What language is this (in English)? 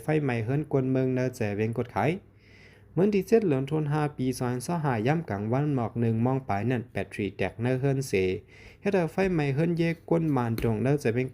Shan